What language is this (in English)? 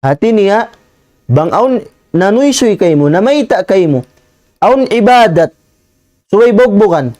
Tausug